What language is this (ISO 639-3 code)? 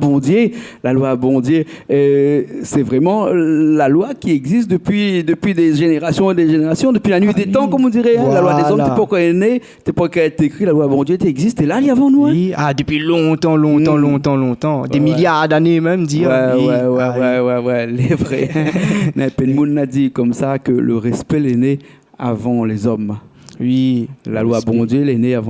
rcf